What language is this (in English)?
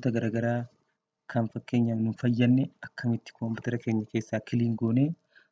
Oromo